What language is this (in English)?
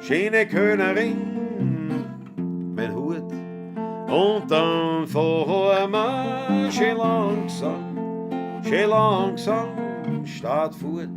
Bavarian